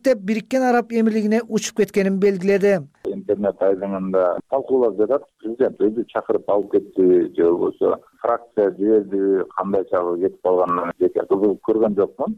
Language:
Kyrgyz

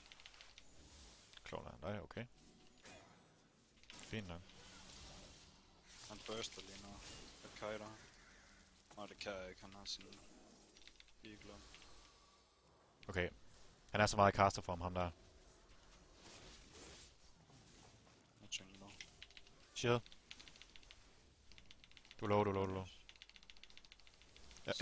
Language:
Danish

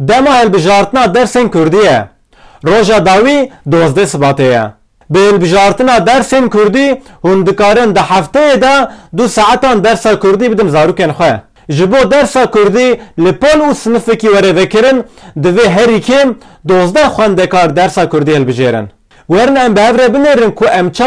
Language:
Kurdish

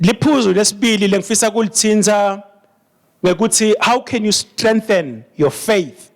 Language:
Swati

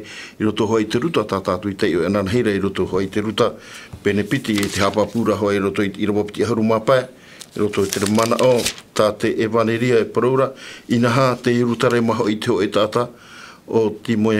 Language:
Tahitian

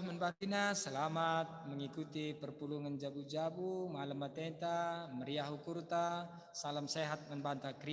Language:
Batak Karo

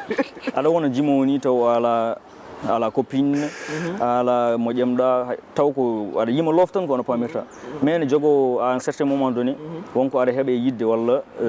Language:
Fula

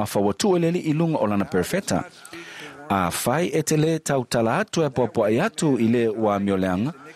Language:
Samoan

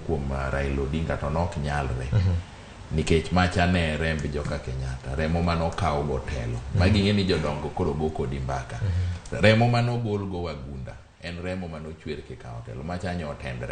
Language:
Luo (Kenya and Tanzania)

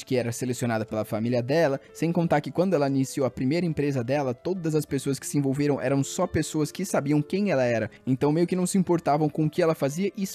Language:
Portuguese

